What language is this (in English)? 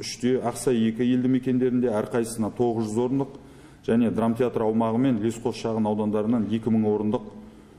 Kazakh